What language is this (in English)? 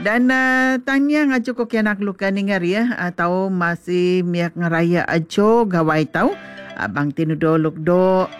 Iban